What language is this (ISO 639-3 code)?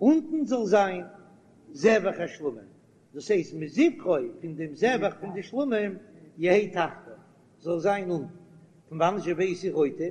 yid